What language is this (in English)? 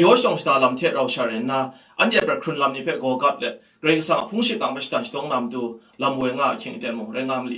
Kachin